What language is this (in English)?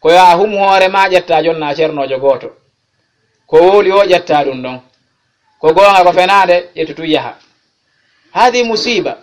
Fula